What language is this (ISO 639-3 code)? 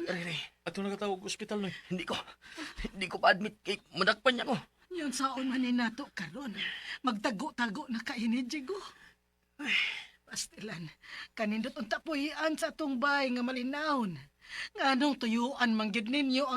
ceb